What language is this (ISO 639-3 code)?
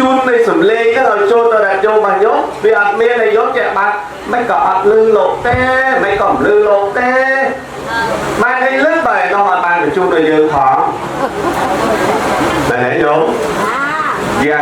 khm